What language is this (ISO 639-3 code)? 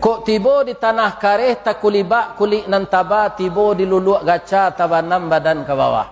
min